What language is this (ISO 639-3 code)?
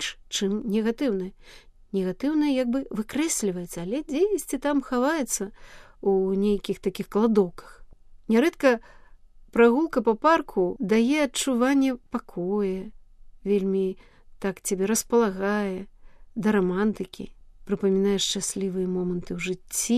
bel